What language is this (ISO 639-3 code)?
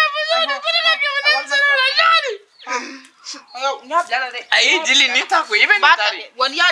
bam